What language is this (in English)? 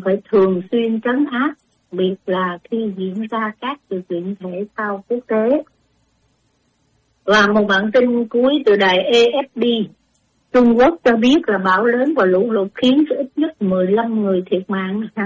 Vietnamese